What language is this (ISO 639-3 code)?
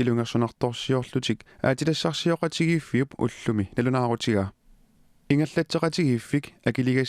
kal